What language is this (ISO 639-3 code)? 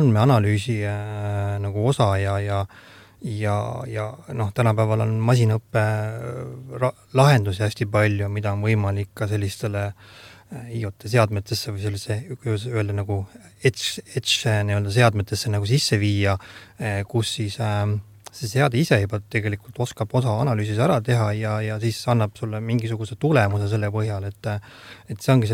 est